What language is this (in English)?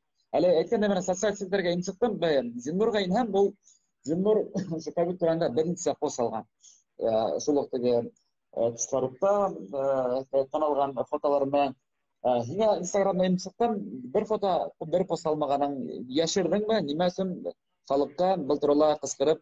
Bashkir